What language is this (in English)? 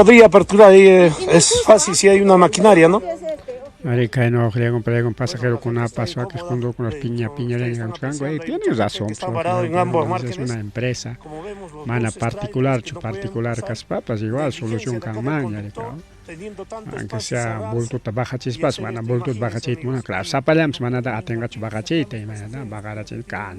Ayacucho Quechua